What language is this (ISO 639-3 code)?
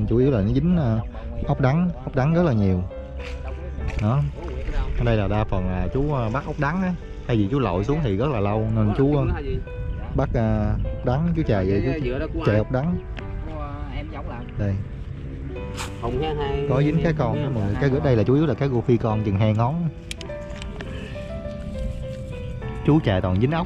vie